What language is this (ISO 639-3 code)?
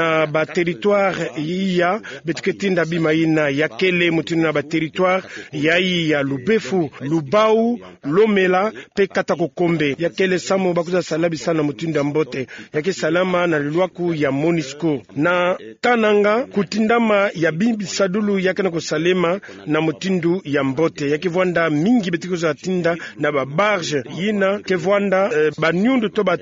ktu